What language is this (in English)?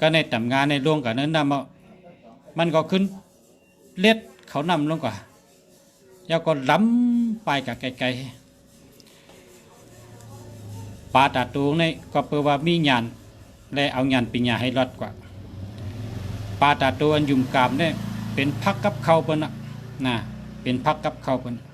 Shan